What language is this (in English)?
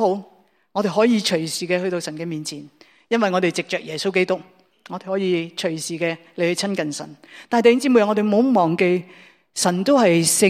Cantonese